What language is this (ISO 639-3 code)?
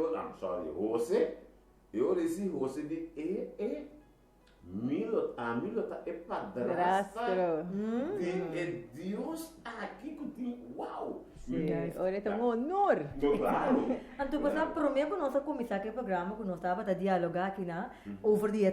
pap